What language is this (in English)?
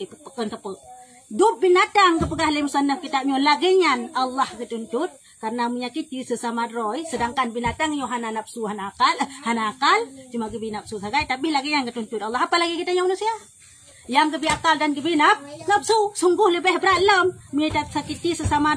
Achinese